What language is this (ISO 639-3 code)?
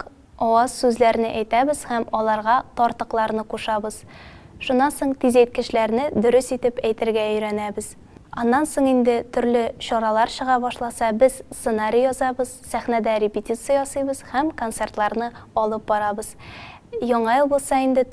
tat